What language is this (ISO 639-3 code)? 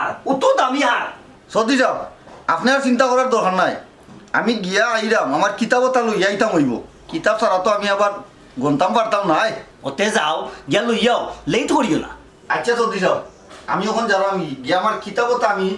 syl